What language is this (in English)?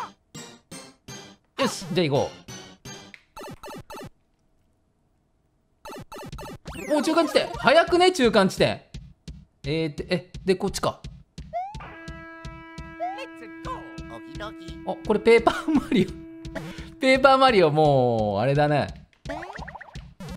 Japanese